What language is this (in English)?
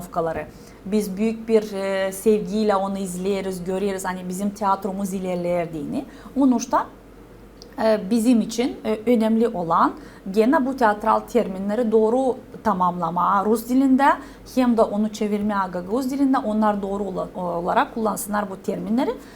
Gagauz